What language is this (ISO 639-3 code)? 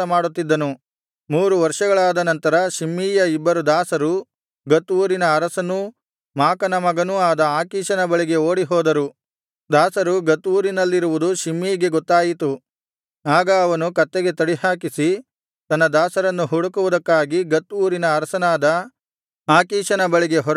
kan